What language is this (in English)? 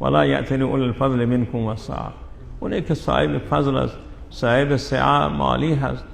Persian